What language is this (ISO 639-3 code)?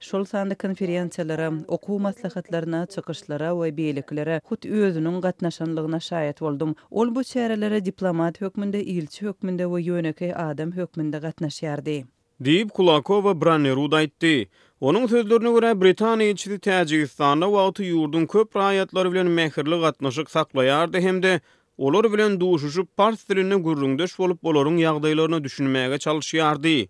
tuk